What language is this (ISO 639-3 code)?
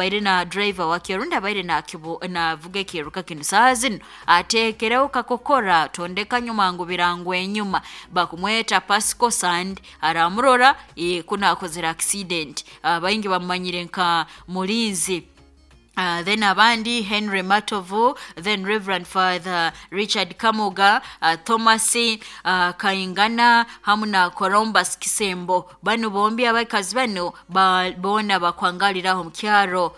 nyo